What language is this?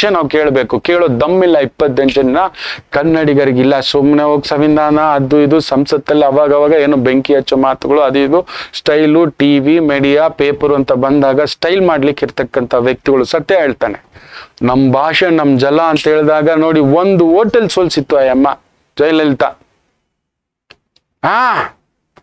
Kannada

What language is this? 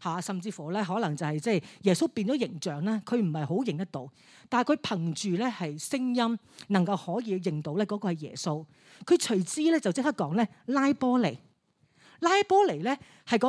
Cantonese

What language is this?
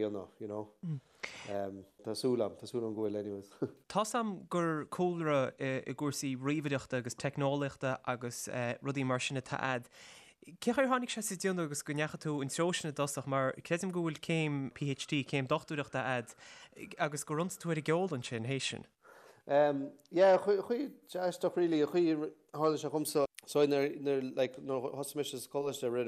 Irish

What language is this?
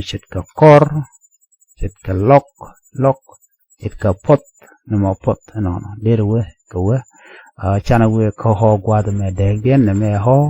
Nuer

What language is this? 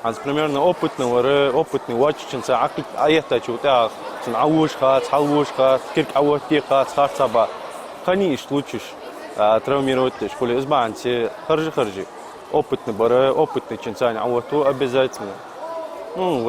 Ingush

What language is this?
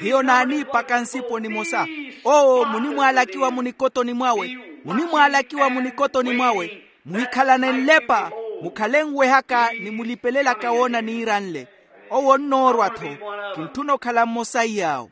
Makhuwa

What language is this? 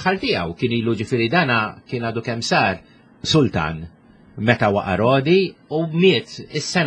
Maltese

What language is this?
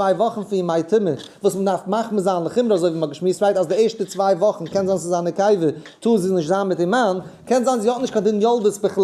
Yiddish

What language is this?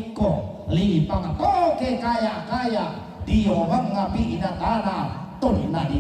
Toraja-Sa'dan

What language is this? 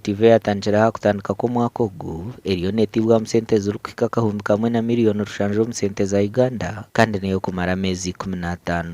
Nyankole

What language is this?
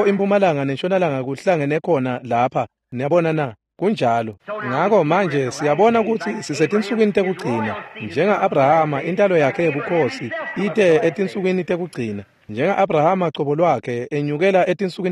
Swati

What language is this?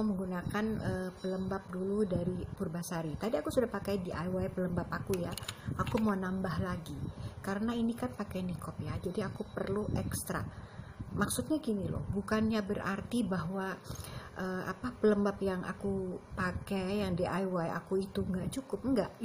Indonesian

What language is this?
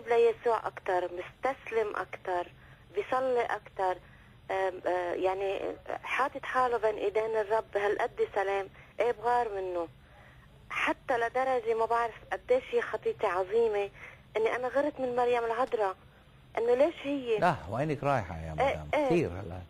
North Levantine Arabic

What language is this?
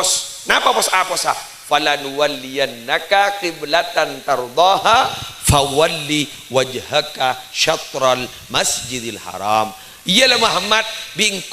Madurese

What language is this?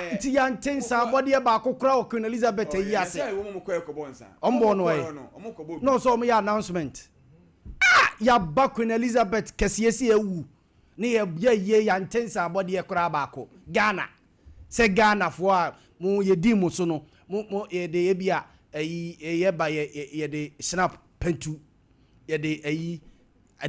Akan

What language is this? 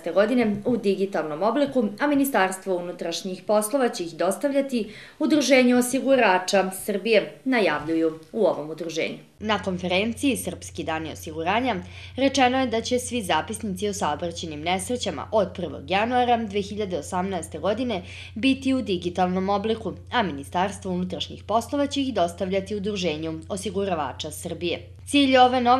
Serbian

